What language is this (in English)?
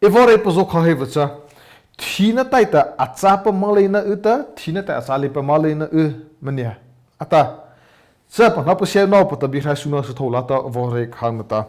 Mara Chin